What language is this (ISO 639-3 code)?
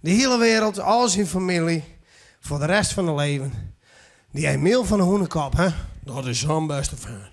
fry